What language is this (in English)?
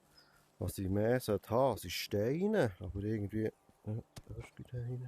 Swiss German